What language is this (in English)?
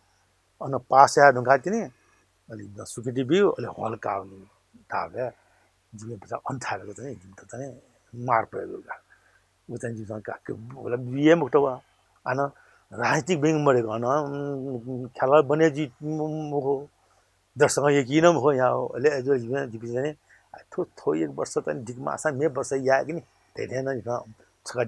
Newari